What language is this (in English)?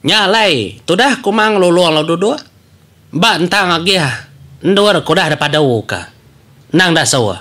Iban